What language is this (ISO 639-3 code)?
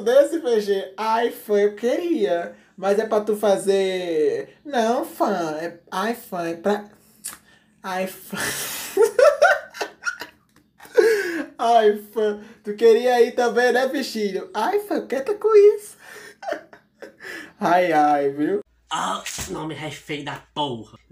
por